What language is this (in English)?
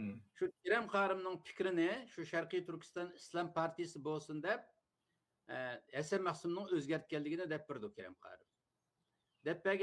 Uyghur